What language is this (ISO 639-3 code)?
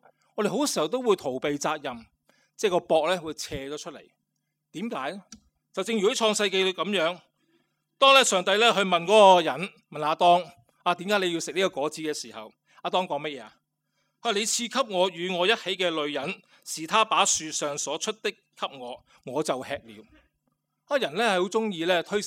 yue